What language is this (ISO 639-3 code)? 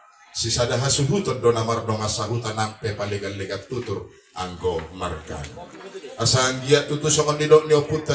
bbc